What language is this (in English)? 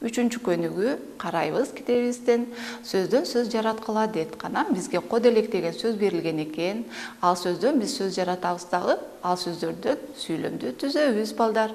Kyrgyz